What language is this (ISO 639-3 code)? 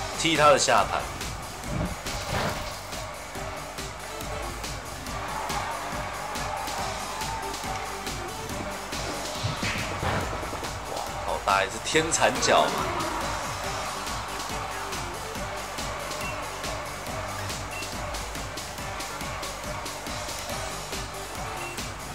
zho